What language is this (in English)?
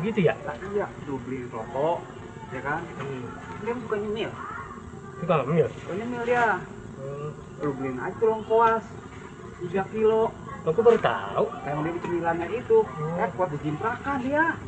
Betawi